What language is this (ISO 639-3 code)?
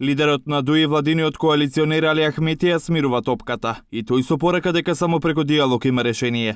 mkd